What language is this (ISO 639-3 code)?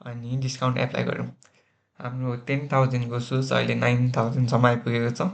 nep